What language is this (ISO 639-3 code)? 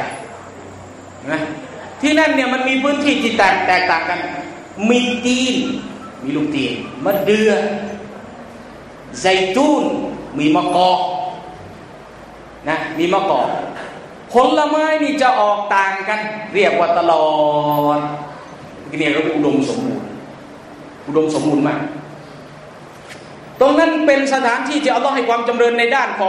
tha